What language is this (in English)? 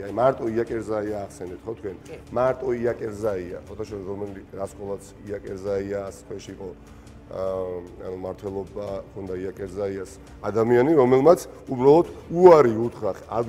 Georgian